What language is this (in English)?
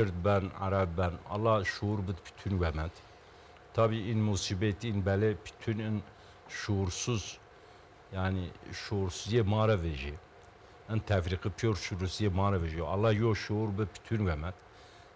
Zaza